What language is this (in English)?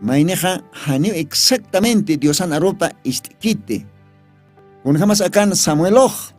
Aymara